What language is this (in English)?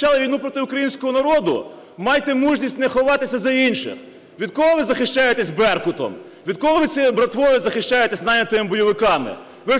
Ukrainian